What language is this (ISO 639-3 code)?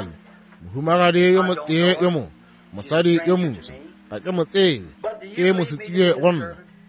nso